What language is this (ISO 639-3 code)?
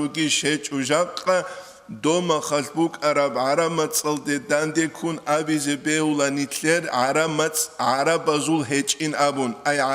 ava